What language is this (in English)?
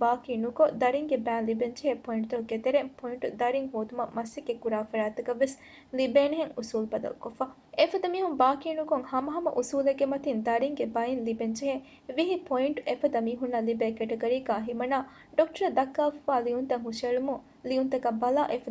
Divehi